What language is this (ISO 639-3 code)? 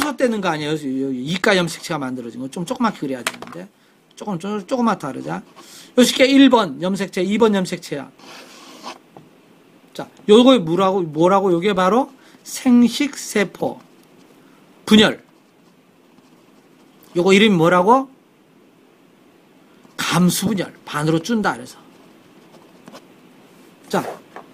kor